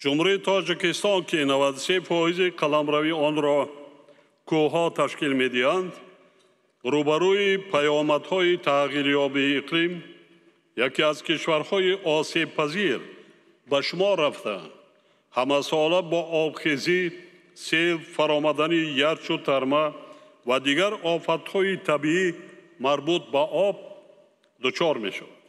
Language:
Tajik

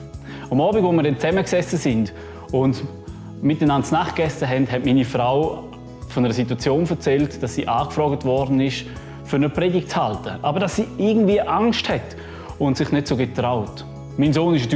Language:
Swiss German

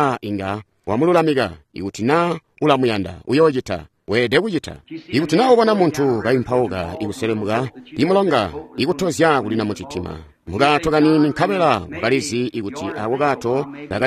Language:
Tonga (Zambia)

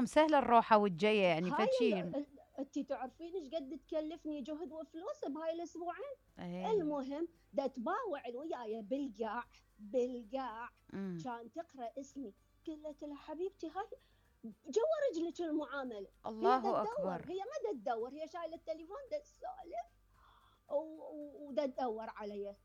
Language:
Mesopotamian Arabic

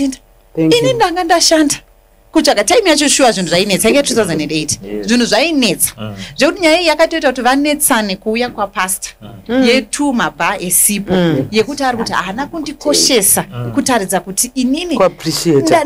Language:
Shona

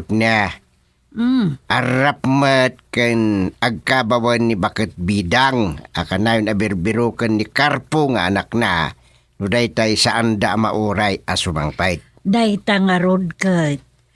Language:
Iloko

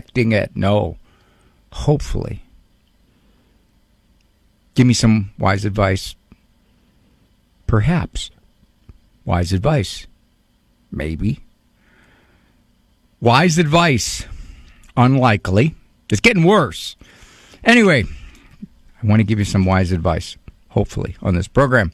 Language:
English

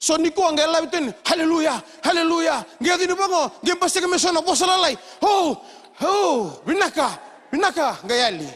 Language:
Fijian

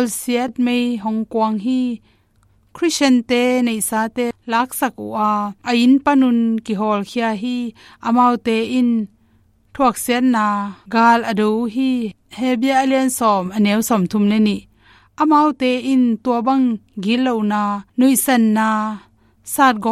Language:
Tedim Chin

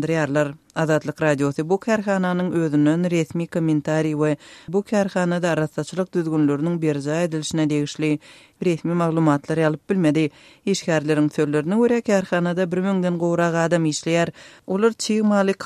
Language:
Turkmen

